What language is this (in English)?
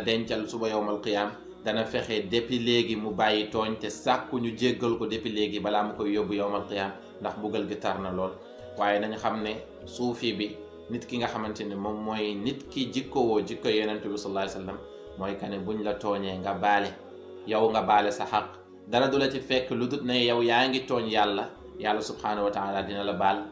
Wolof